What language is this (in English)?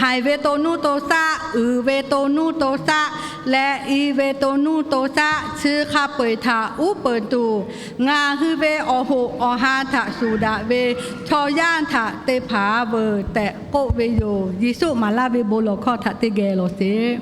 Lahu